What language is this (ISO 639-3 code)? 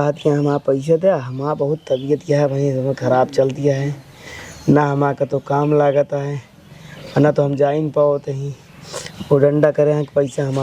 awa